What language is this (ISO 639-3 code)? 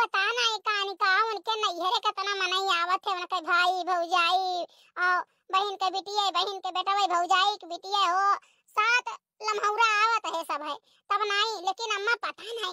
awa